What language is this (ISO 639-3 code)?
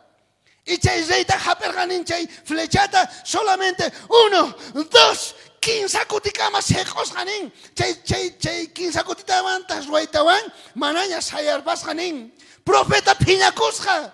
quh